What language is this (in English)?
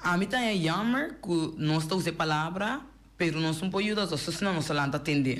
Papiamento